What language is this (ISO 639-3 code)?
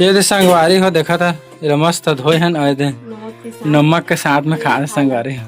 hne